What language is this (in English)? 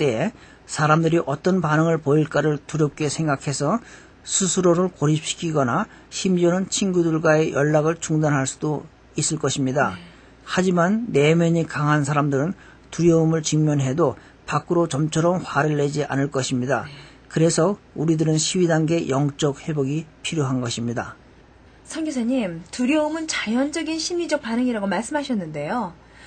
Korean